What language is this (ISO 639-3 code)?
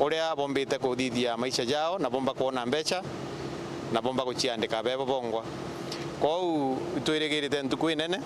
mer